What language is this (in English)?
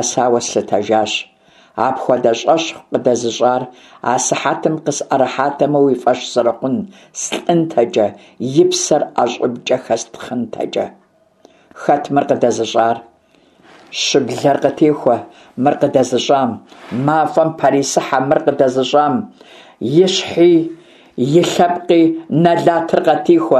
Kabardian